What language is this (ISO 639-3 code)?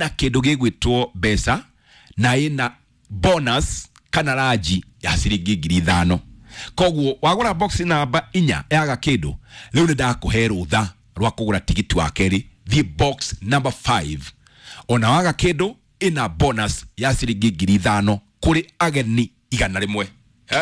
kik